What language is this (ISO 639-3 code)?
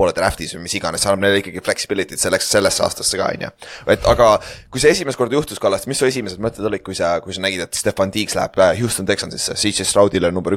est